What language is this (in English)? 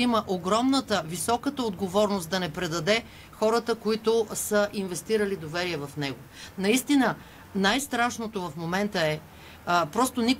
Bulgarian